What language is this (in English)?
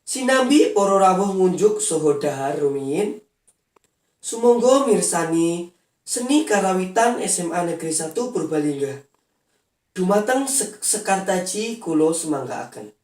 Javanese